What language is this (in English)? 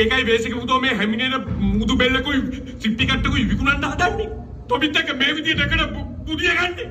Sinhala